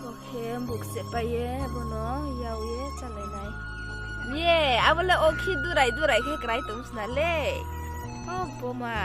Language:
Riang (India)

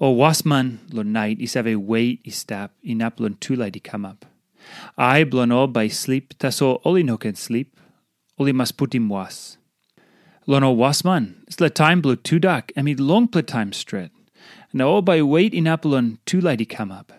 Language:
Tok Pisin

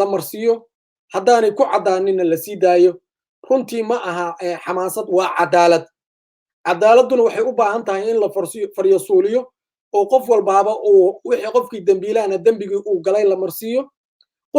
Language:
Somali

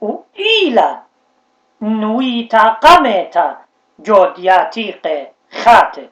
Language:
Assyrian Neo-Aramaic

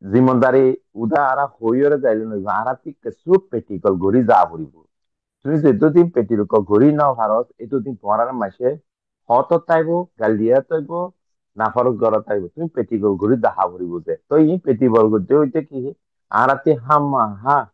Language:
Rohingya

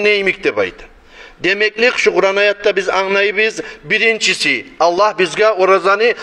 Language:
Kumyk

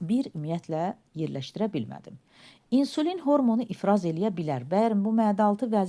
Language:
Azerbaijani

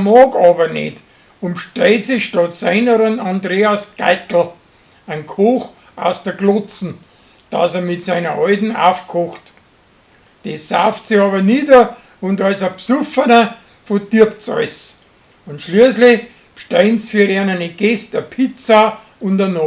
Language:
Bavarian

